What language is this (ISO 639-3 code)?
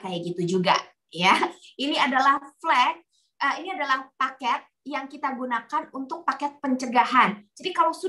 ind